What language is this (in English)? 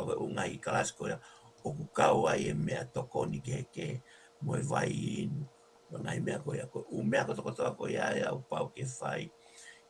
Tongan